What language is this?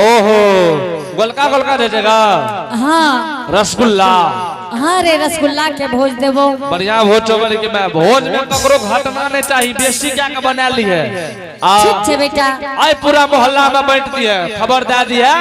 Angika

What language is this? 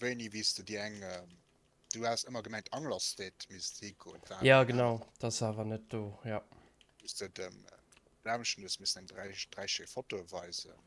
Luxembourgish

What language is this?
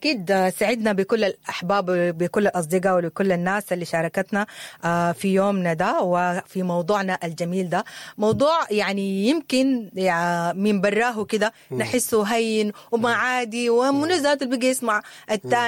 Sudanese Arabic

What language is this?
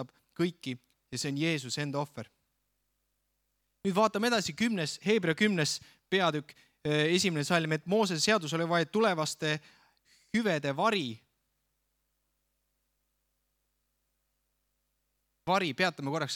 Estonian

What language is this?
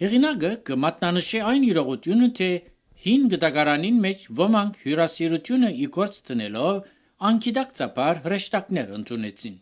Armenian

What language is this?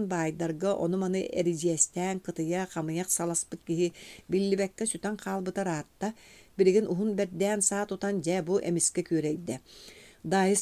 Yakut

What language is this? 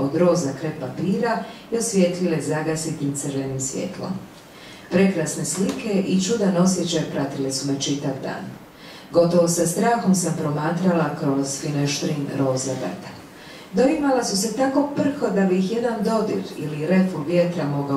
Croatian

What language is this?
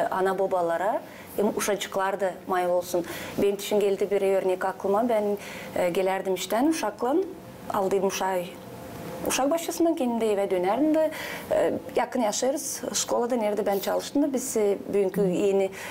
Gagauz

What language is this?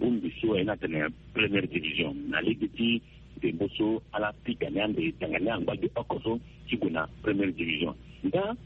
Sango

